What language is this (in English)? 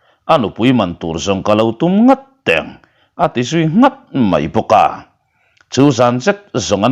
Mizo